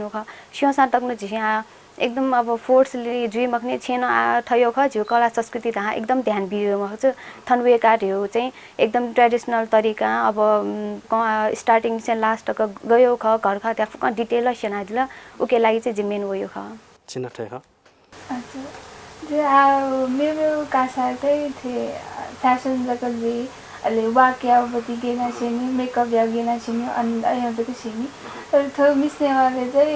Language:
Newari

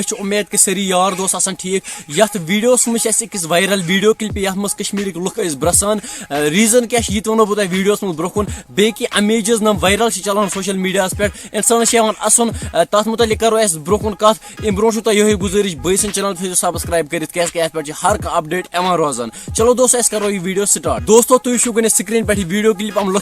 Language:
Kashmiri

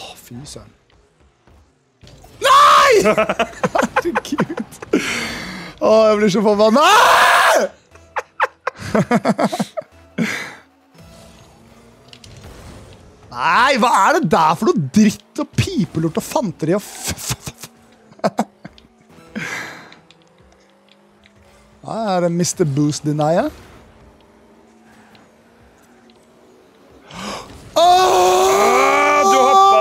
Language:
Norwegian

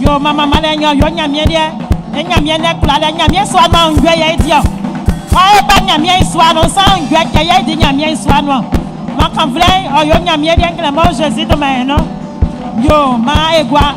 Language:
Baoulé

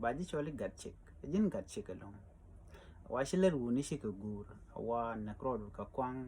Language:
Nuer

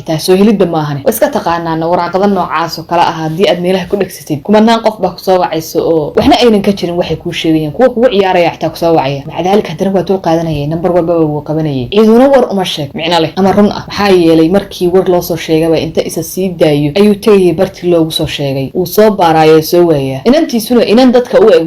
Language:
Somali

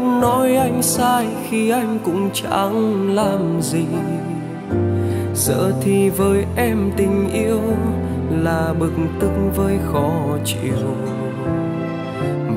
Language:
Vietnamese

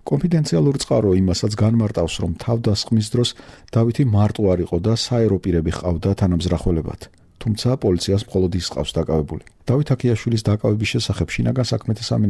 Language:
Georgian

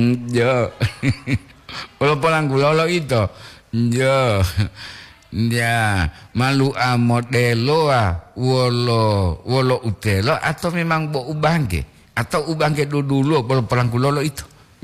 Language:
Gorontalo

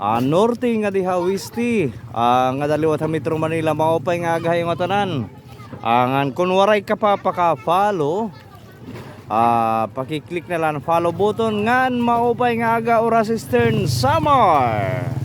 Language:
Waray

